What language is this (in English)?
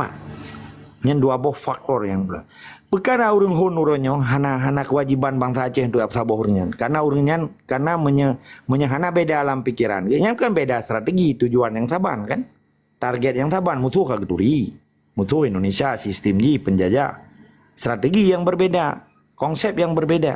Achinese